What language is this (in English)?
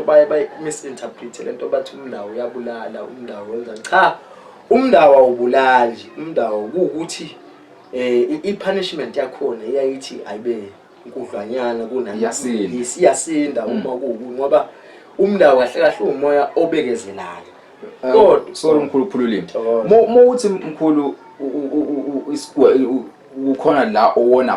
Zulu